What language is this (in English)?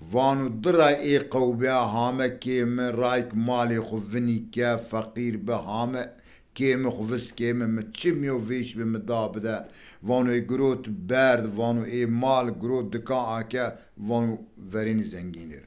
Zaza